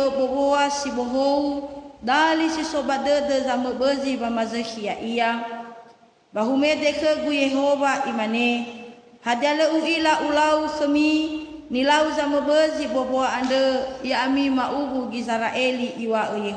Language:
Nias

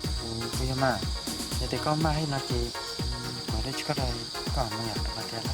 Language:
Hmong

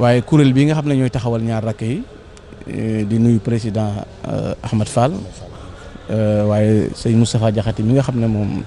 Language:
Wolof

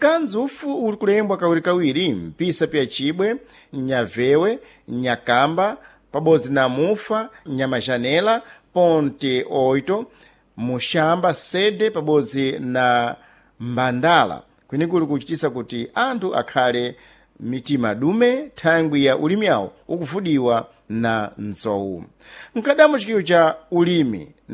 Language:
Sena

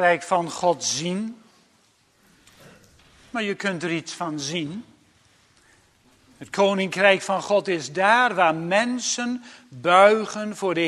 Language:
Dutch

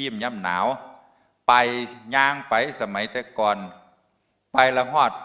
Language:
Northeastern Thai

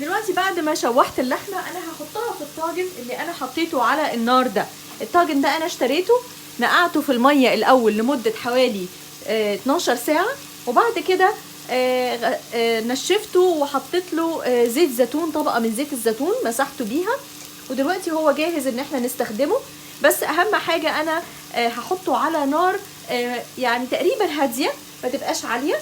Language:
Egyptian Arabic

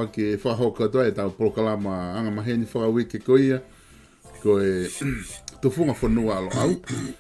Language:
Tongan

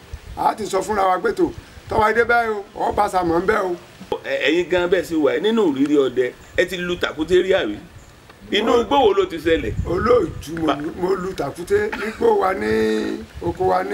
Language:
Yoruba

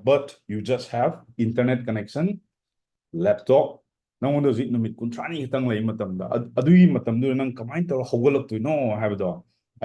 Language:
Manipuri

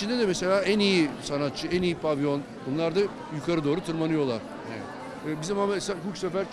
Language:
Turkish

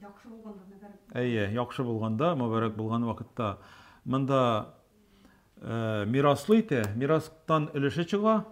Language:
Tatar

